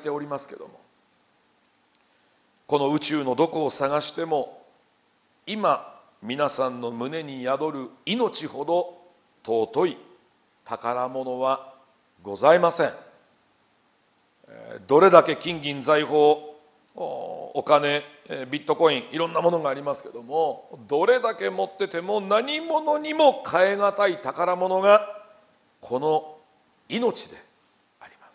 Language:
Japanese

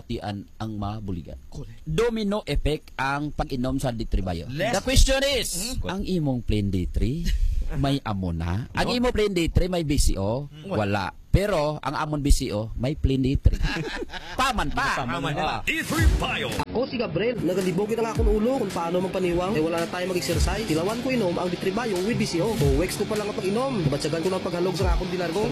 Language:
Hiligaynon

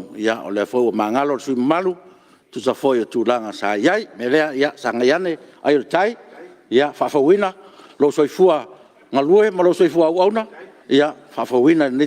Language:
Samoan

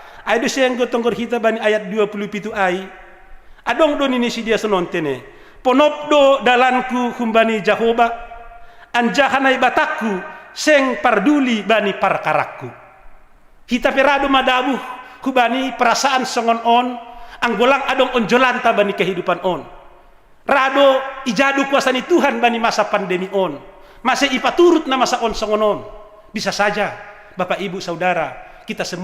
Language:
Batak Simalungun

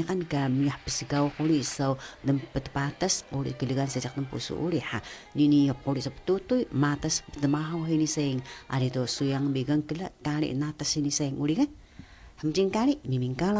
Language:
Taroko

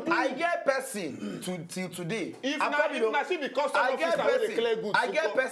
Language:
Nigerian Pidgin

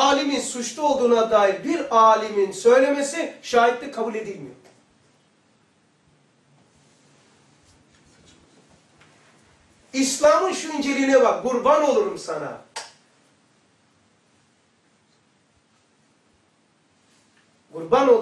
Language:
Turkish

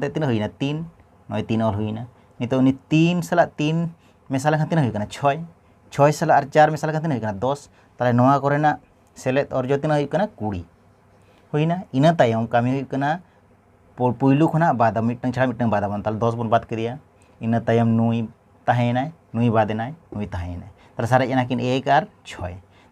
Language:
Santali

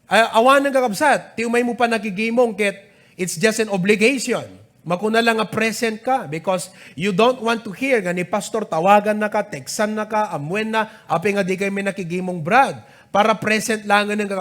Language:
Iloko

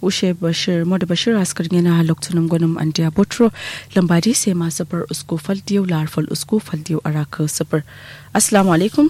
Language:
Kanuri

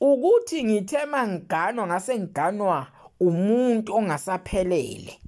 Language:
Zulu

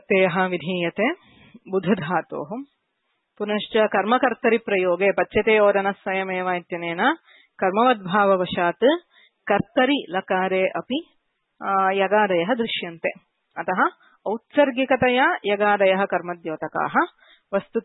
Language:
Sanskrit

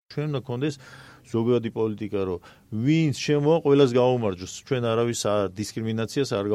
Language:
Georgian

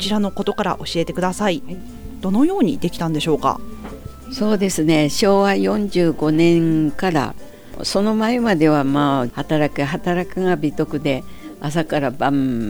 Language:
Japanese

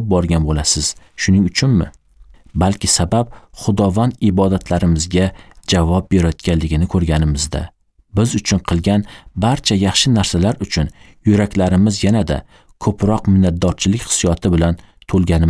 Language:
Uzbek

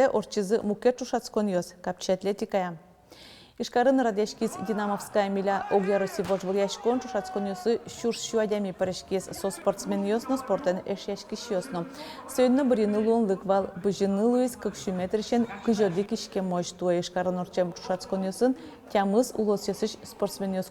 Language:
Udmurt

